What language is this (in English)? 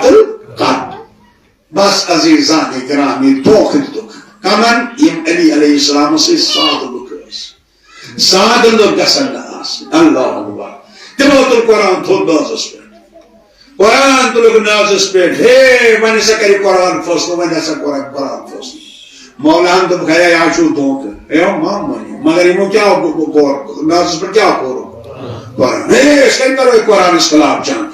Kashmiri